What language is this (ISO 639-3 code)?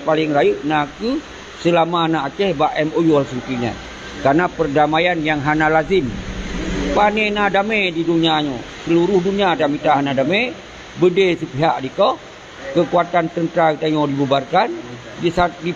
ace